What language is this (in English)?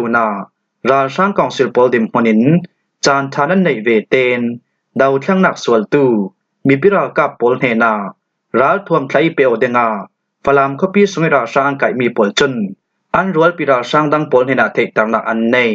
Falam Chin